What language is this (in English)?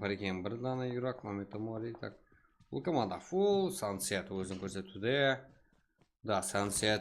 Kara-Kalpak